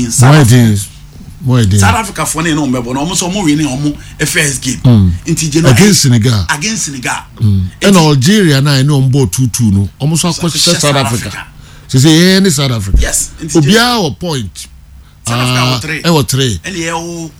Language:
Akan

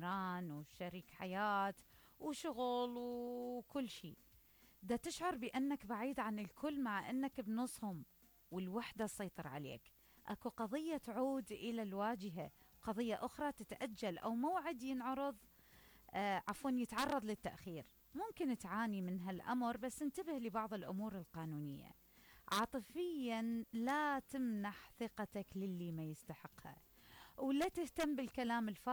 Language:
Mesopotamian Arabic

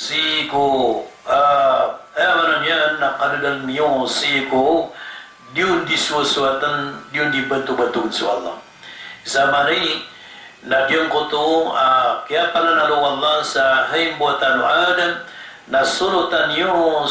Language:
Maranao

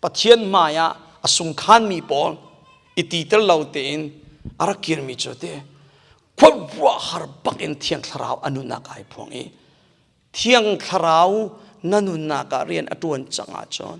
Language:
Hakha Chin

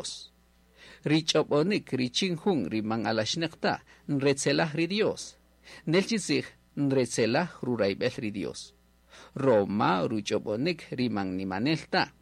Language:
Kaqchikel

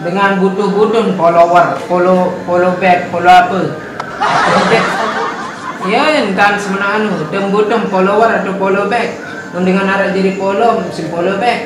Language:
Sasak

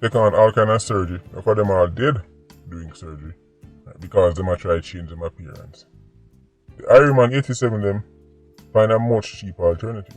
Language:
Jamaican Creole English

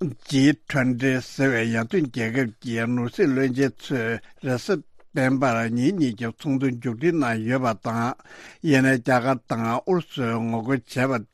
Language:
Tibetan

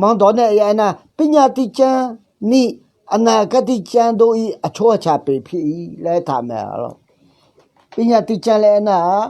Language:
Akha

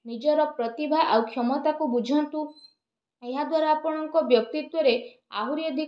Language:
Odia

